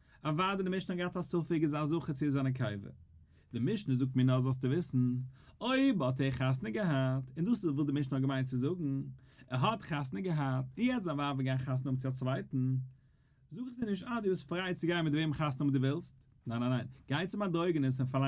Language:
Yiddish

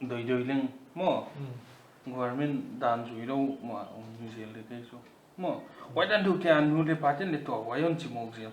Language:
Paite Chin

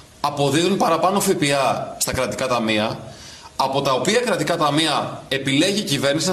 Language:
Greek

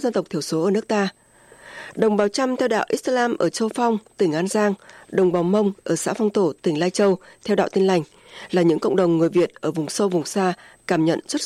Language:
Vietnamese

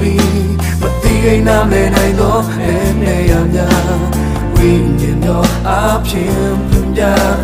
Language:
Burmese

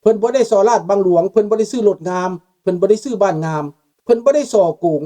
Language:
Lao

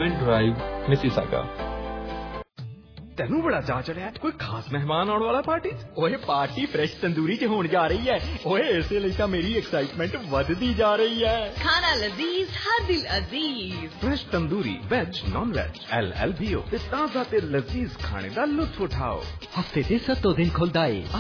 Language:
Punjabi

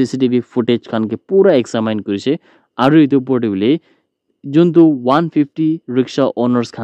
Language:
Naga Pidgin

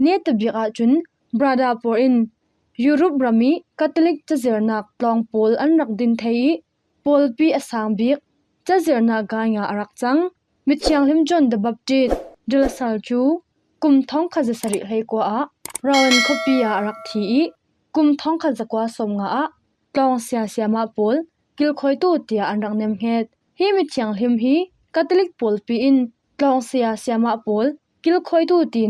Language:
Falam Chin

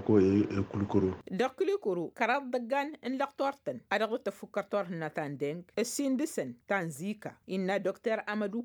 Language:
Tamasheq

